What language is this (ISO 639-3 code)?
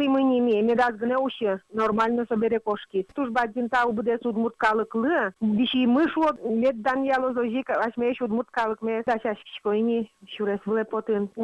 udm